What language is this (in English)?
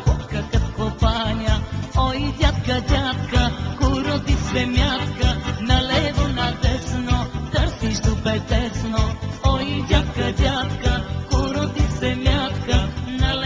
Bulgarian